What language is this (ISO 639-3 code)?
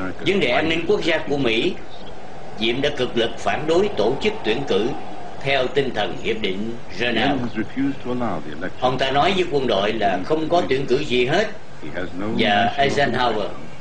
vie